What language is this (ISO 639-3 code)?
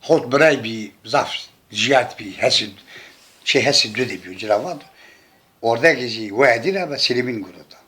zza